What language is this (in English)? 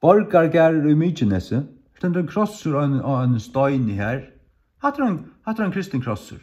Faroese